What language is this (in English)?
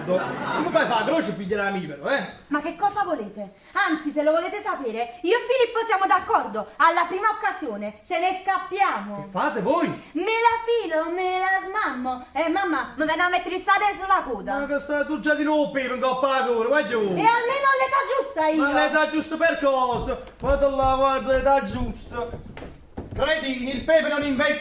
Neapolitan